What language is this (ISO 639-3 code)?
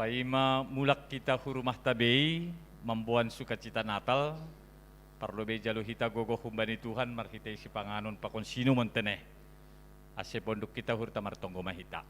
bts